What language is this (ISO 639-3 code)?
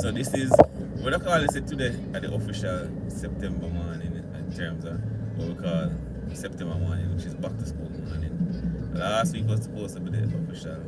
jam